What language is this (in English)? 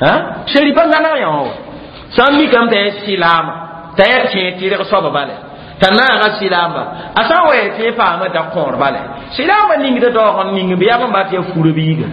Mossi